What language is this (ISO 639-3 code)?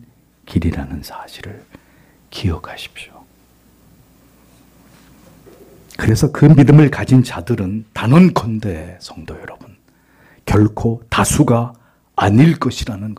kor